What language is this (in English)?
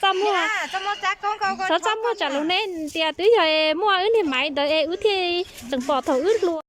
Hmong